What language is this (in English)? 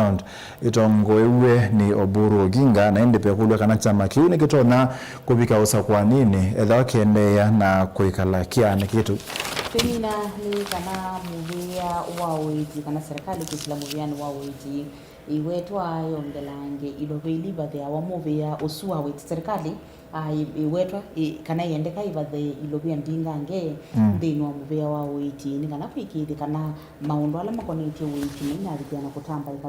Kamba